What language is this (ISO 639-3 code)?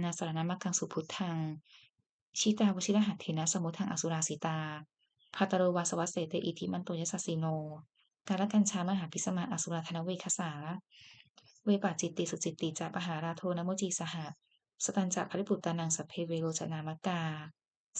pli